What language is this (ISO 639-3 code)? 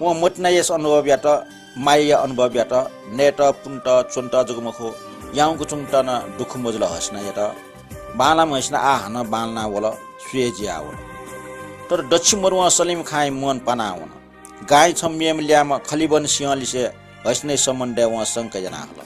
new